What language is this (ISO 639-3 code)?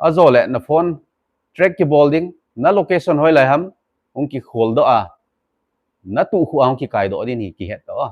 tcz